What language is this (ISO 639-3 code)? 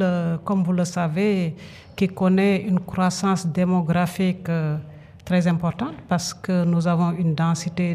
fra